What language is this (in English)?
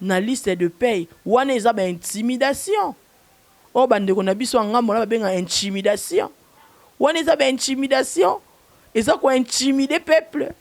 Lingala